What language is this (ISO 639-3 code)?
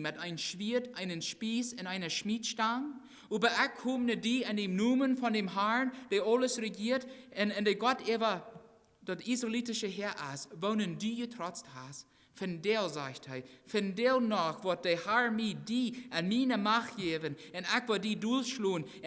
pdt